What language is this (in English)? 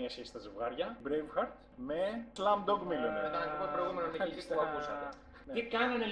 Greek